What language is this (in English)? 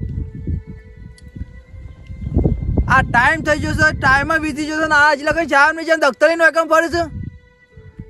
Gujarati